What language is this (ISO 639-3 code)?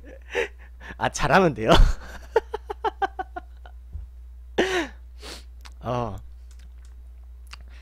kor